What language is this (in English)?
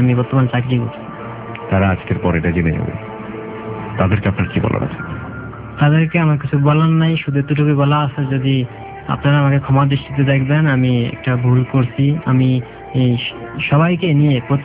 Bangla